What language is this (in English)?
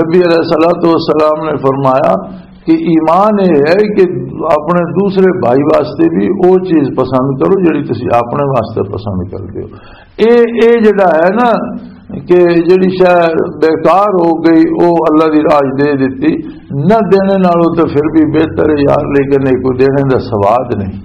Western Panjabi